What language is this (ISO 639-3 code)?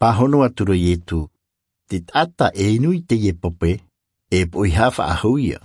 tah